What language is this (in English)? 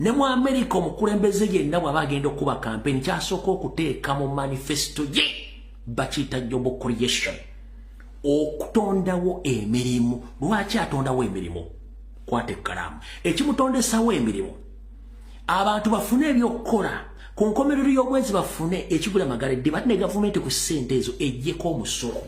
Ganda